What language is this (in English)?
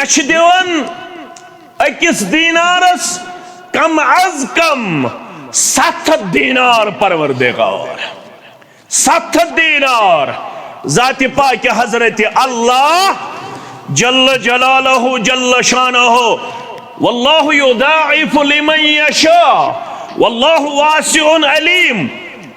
Kashmiri